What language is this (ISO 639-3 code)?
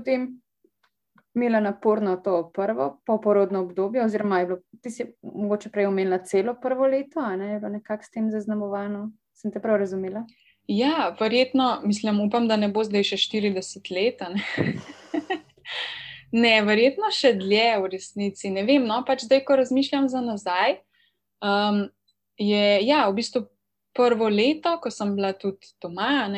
slv